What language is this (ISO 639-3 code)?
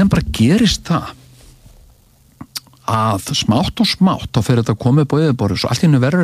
isl